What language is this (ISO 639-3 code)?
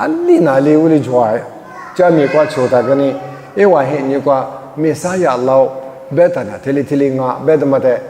lis